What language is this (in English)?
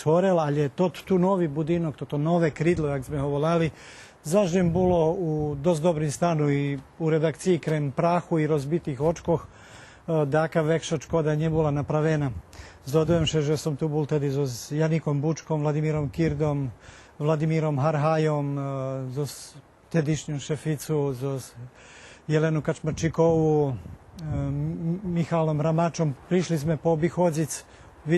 Rusyn